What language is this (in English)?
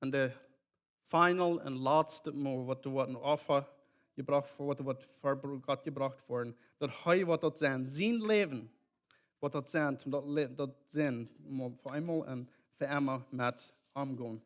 Plautdietsch